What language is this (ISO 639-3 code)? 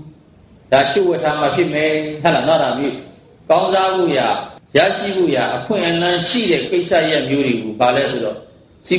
mya